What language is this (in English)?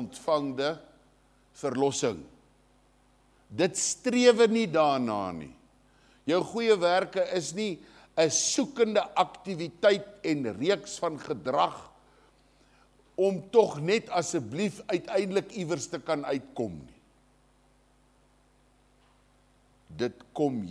Afrikaans